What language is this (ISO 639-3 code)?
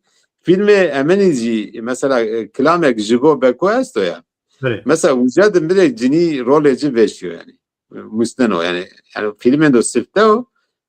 zza